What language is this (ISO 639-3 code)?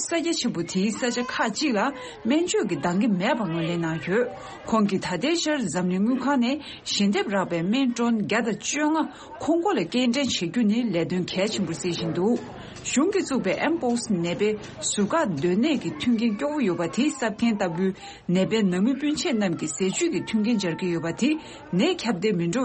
bod